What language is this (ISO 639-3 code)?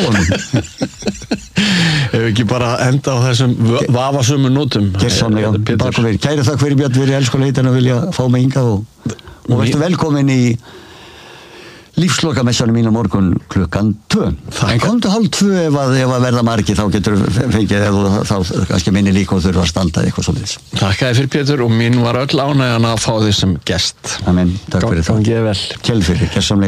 isl